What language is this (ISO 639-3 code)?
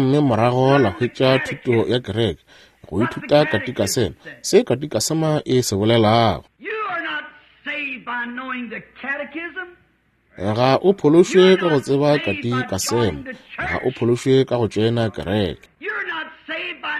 nso